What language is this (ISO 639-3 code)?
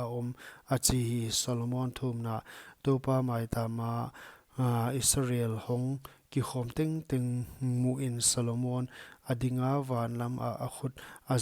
pck